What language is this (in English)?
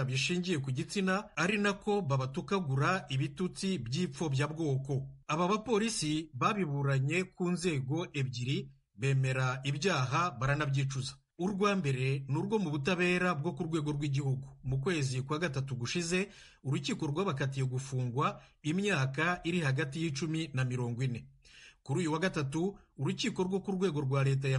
Kinyarwanda